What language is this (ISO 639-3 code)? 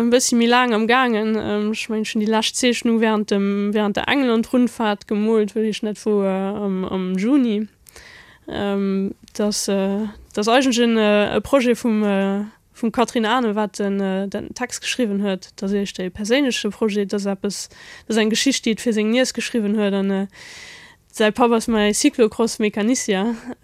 ltz